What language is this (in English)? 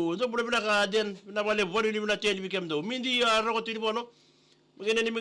Fijian